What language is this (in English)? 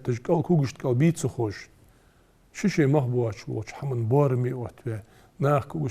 Ingush